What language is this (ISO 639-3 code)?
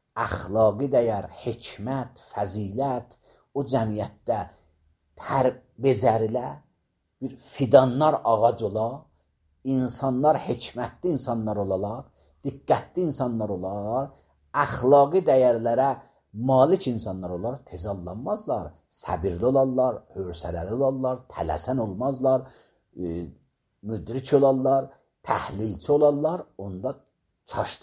aze